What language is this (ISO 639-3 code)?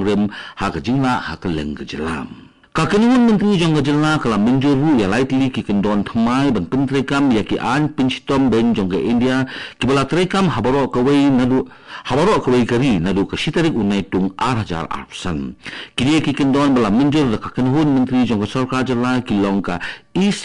kha